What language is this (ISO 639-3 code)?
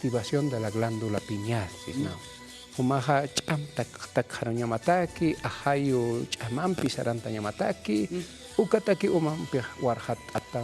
aym